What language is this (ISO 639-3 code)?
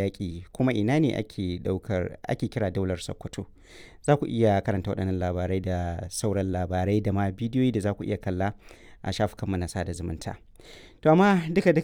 hau